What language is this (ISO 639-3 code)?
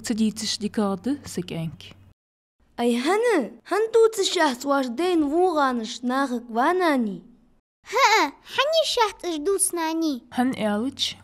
inh